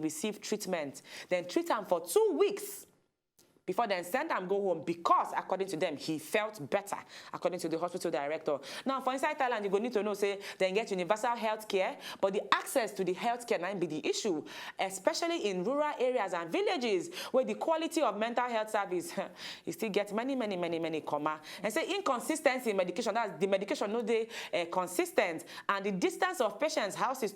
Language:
Nigerian Pidgin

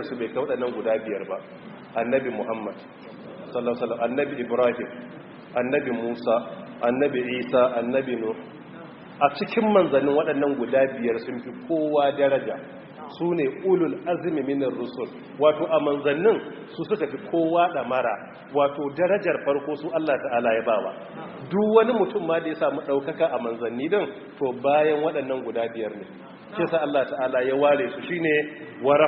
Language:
Hausa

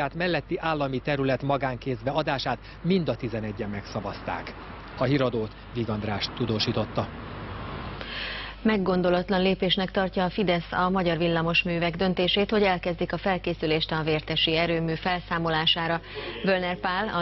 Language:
Hungarian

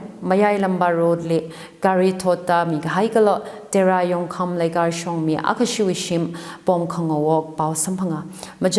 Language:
Tangkhul Naga (India)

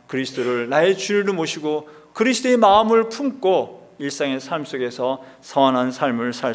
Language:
Korean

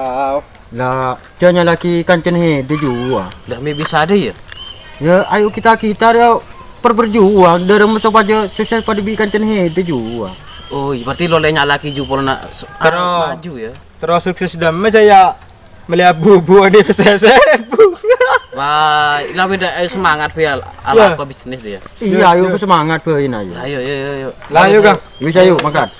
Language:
Madurese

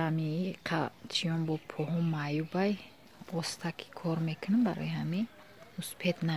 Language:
Tajik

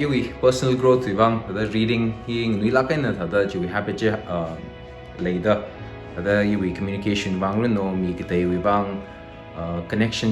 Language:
Tangkhul Naga (India)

